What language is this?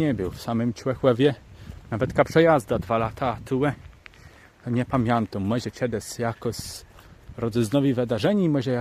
Kashubian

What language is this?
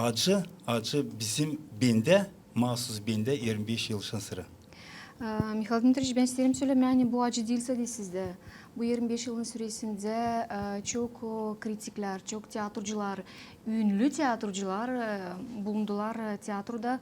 Gagauz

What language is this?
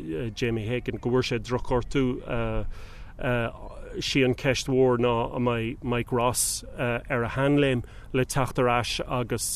Irish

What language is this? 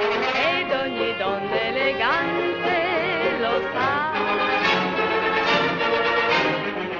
Italian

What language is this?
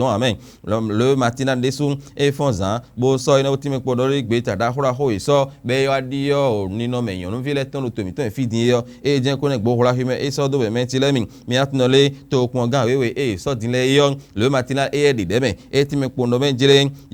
Fon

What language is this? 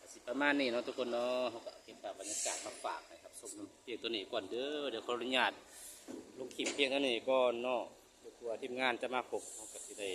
Lao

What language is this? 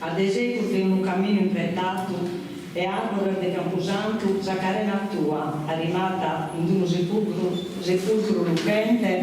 Sardinian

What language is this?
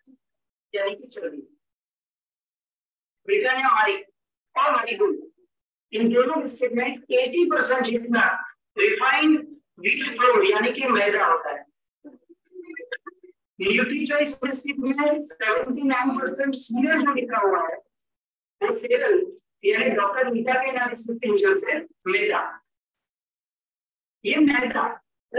Hindi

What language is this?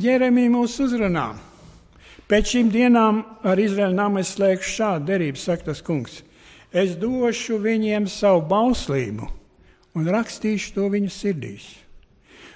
Latvian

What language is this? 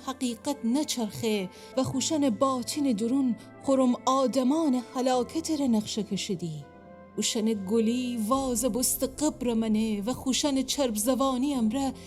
Gilaki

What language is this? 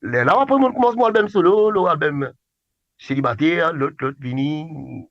Morisyen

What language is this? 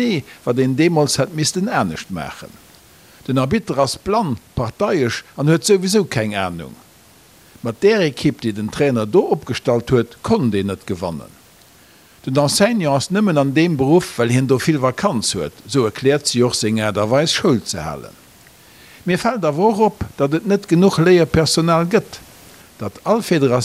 Luxembourgish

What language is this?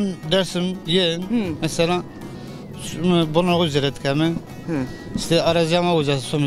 Zaza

